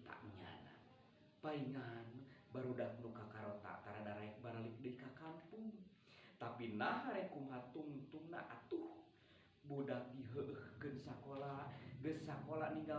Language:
Sundanese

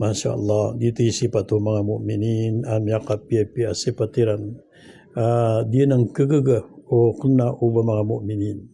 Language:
Maranao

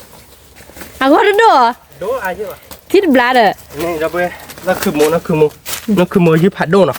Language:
S'gaw Karen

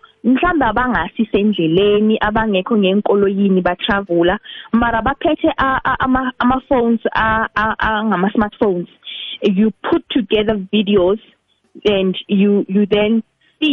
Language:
South Ndebele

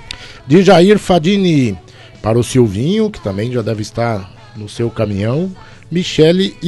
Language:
Portuguese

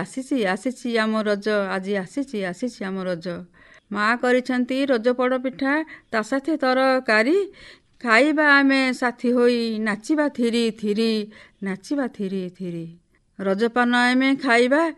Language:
Odia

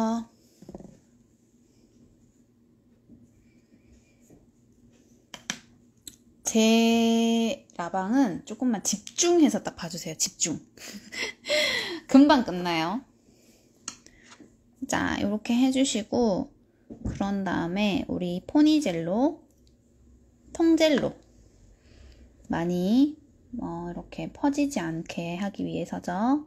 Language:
Korean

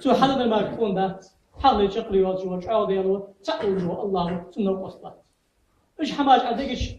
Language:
Ingush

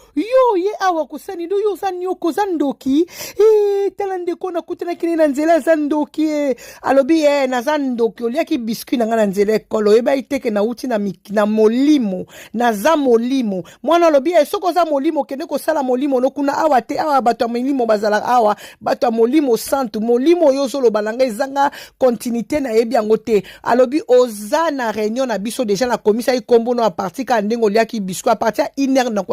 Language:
Lingala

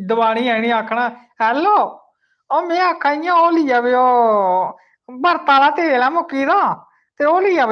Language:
Dogri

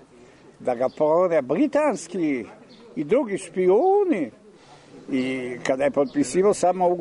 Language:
Serbian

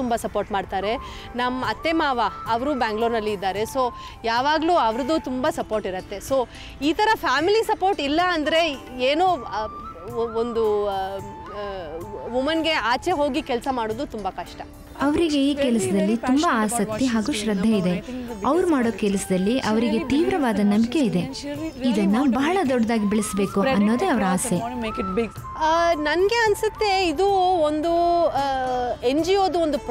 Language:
Kannada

